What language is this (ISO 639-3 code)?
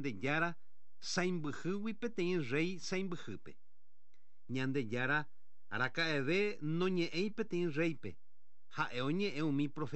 grn